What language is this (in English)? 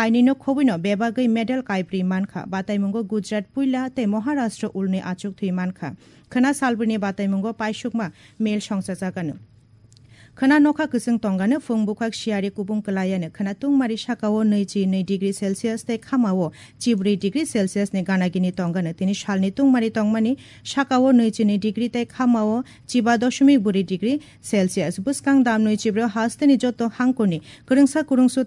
Kok Borok